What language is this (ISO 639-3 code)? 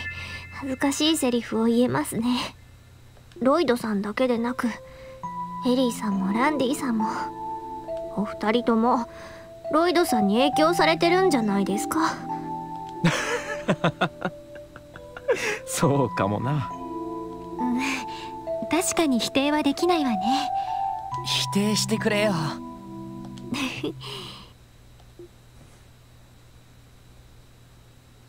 jpn